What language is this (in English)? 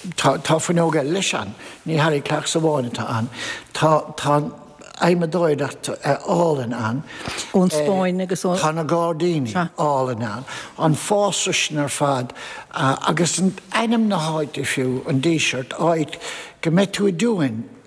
Irish